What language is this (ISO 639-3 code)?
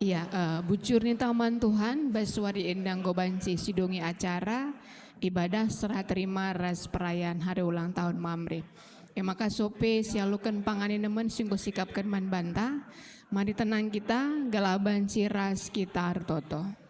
btx